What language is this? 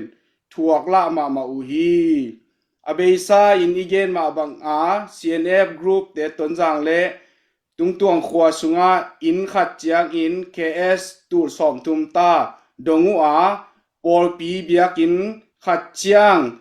Tedim Chin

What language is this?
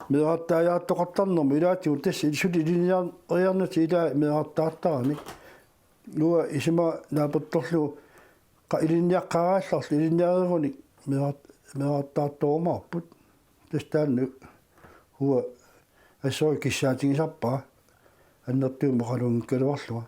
Kalaallisut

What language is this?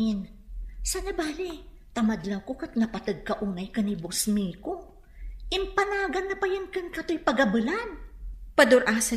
Iloko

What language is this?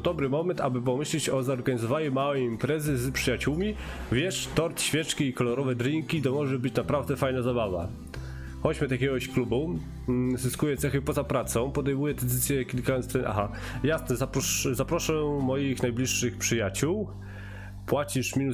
Polish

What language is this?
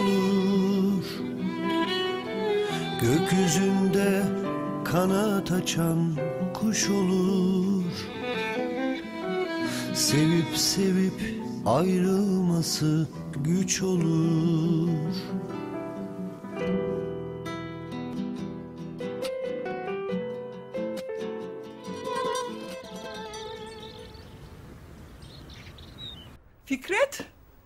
Turkish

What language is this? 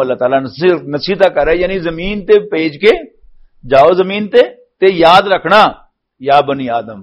Western Panjabi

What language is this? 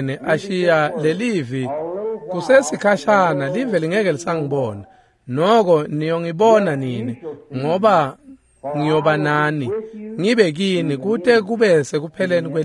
Swati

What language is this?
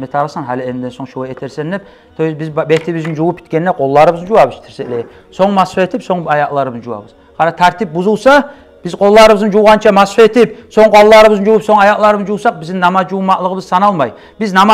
Kumyk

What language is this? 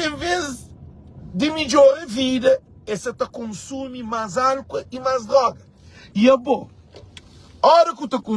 Kabuverdianu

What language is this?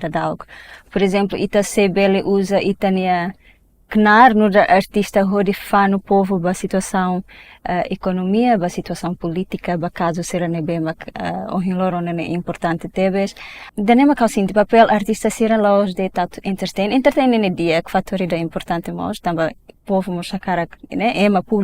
Tetum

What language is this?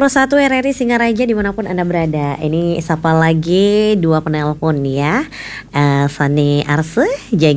Balinese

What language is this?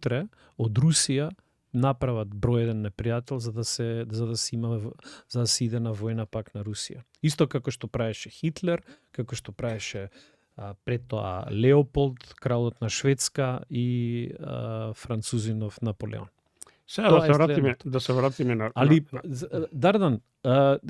Macedonian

